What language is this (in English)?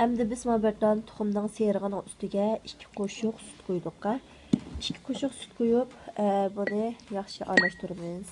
Uyghur